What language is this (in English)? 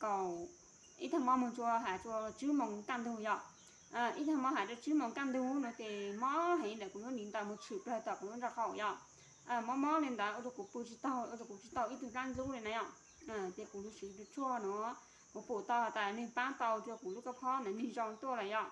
Hmong